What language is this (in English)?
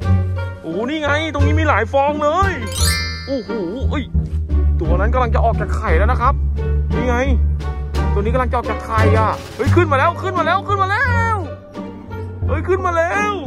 Thai